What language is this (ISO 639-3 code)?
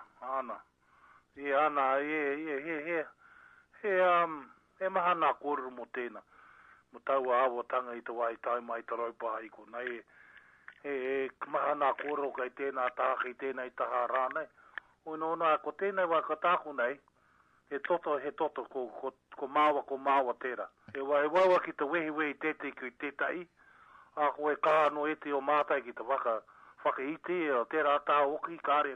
mri